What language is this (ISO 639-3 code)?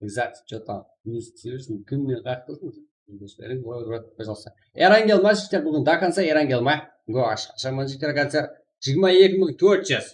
kaa